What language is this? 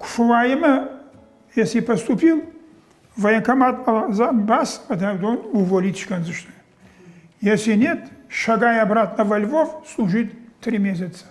Ossetic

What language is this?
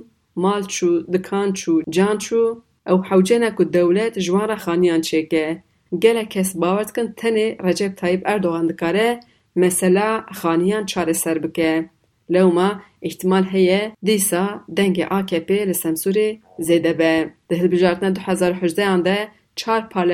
Kurdish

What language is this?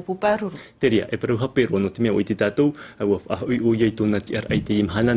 Tahitian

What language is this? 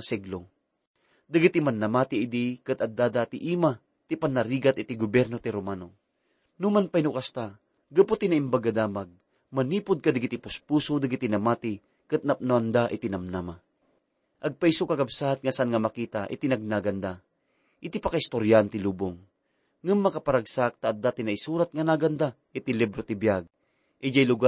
Iloko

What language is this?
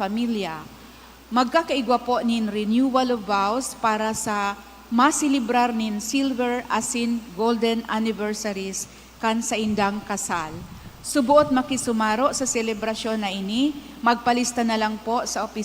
Bikol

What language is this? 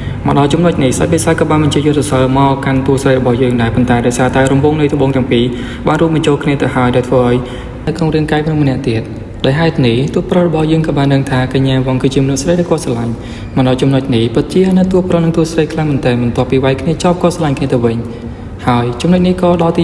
Khmer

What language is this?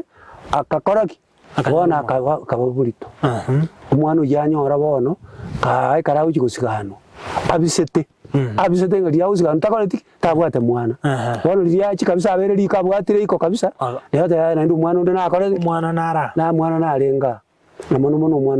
Gusii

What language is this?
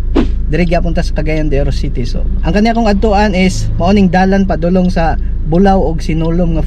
Cebuano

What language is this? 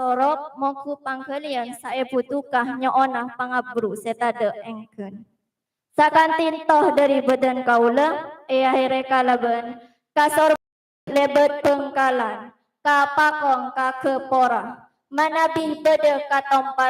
Madurese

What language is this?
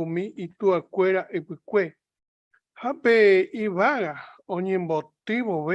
Guarani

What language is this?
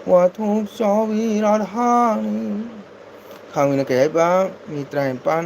Manipuri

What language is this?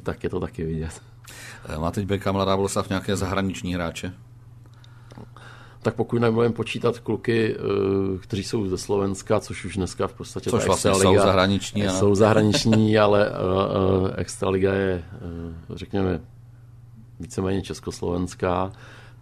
Czech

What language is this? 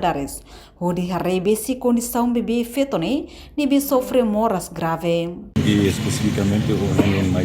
Tetum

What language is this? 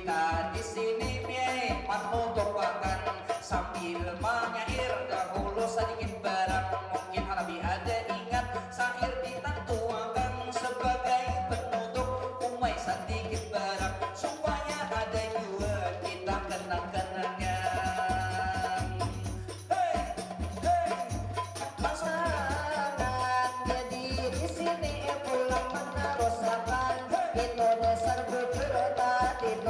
Banjar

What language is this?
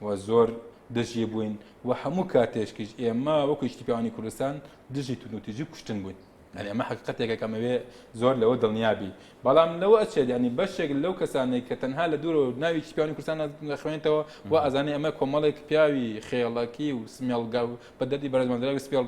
Central Kurdish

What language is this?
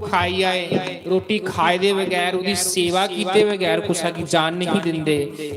Dogri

